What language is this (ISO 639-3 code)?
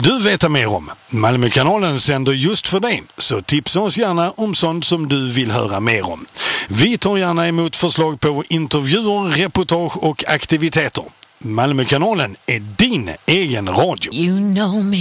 swe